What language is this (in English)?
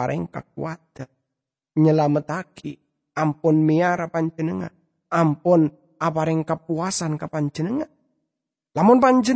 Madurese